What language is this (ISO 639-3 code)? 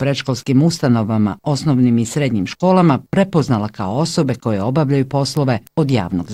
bos